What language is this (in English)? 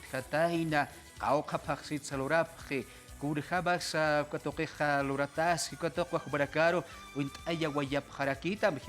Aymara